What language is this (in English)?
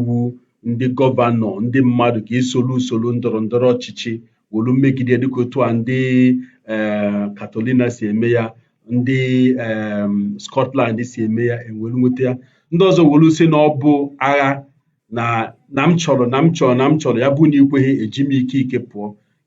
Igbo